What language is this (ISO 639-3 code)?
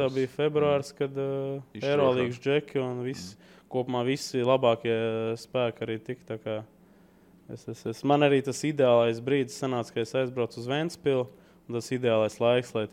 lav